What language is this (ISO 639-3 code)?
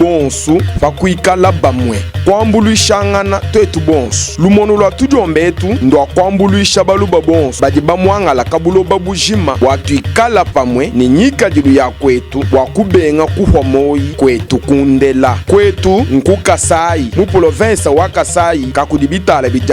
lua